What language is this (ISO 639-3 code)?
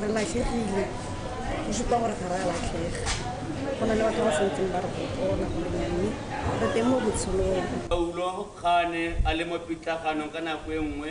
tsn